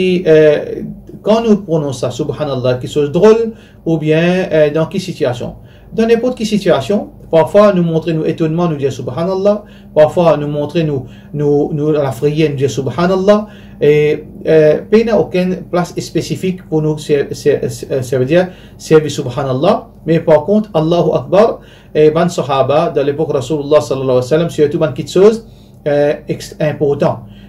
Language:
Morisyen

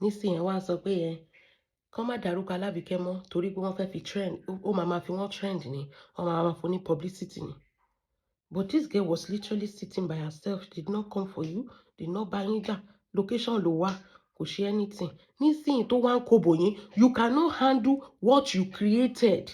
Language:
Yoruba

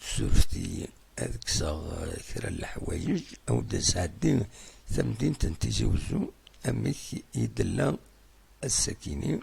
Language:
Kabyle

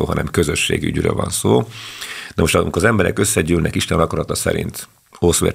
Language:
Hungarian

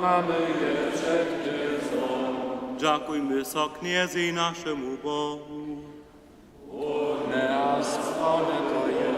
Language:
Upper Sorbian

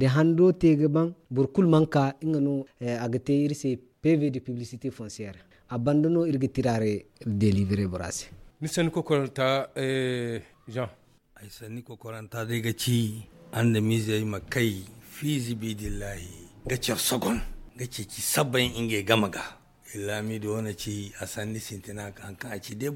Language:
Zarma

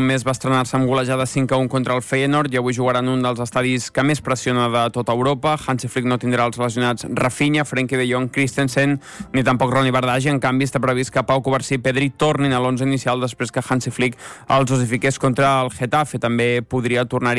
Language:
Catalan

